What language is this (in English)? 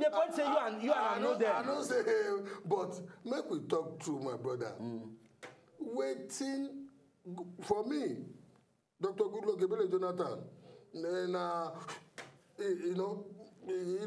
Nigerian Pidgin